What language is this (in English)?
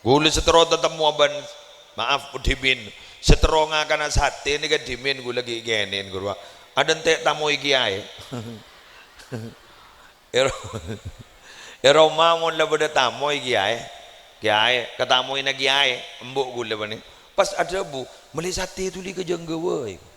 Madurese